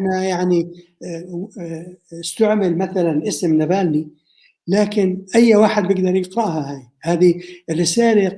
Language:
North Levantine Arabic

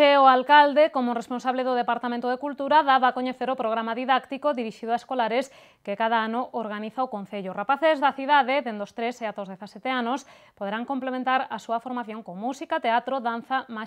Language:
Galician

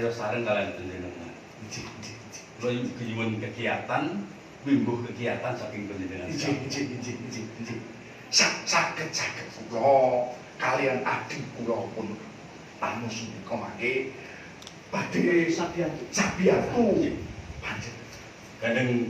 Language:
Javanese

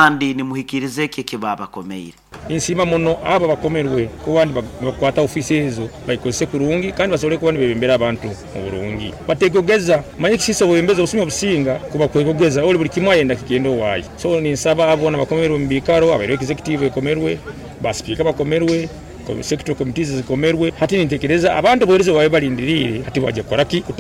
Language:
Nyoro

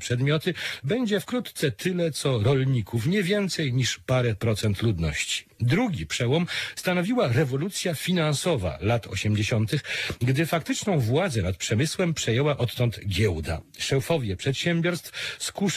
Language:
Polish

